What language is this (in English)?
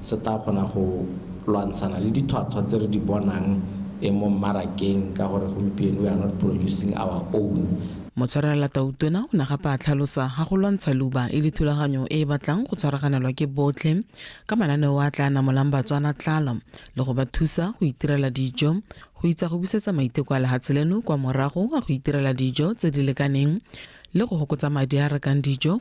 Tswana